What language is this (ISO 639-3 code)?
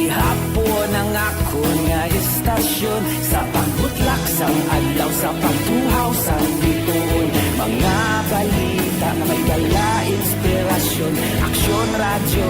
hil